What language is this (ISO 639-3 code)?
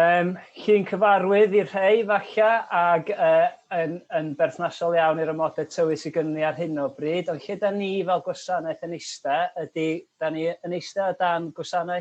cym